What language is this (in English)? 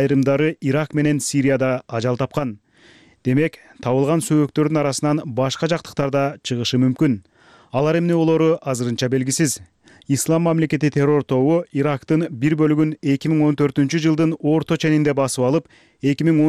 Kyrgyz